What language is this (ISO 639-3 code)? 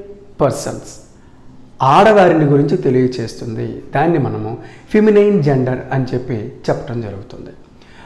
tel